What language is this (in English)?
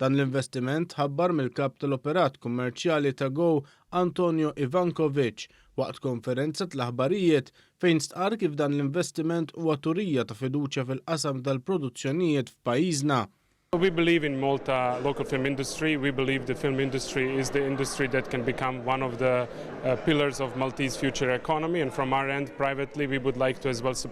Maltese